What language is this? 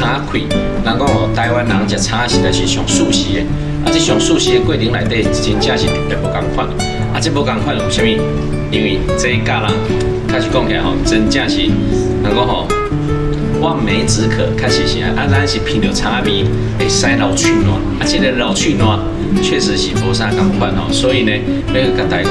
Min Nan Chinese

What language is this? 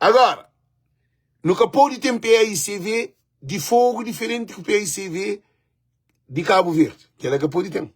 Kabuverdianu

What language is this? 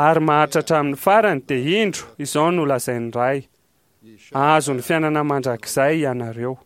Malagasy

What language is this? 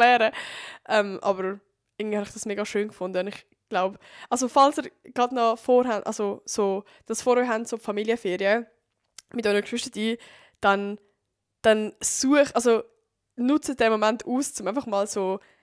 Swiss German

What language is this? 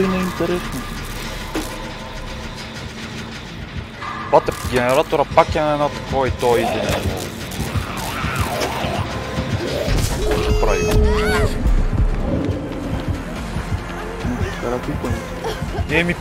Bulgarian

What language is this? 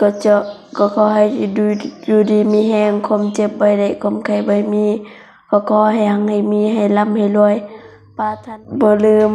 Lao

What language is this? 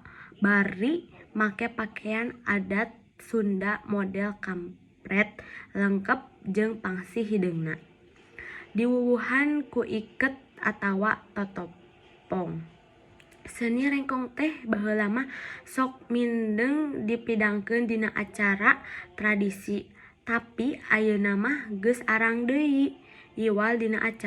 Sundanese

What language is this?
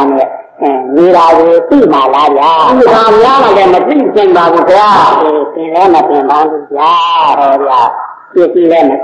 Burmese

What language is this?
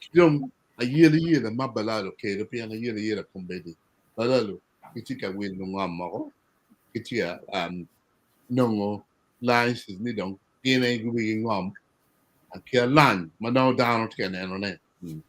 Acoli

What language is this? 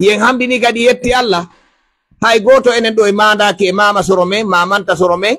Pular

